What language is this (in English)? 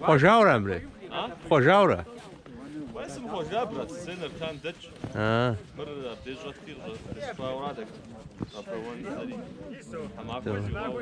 Kabardian